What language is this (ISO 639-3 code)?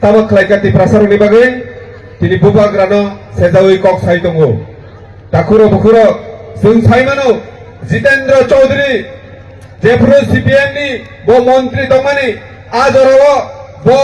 trp